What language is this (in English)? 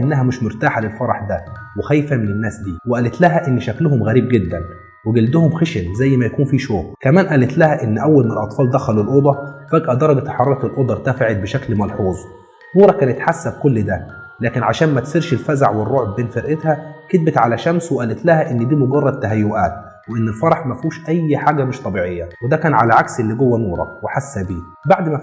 Egyptian Arabic